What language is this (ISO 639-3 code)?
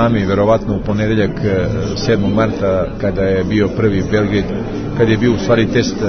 srp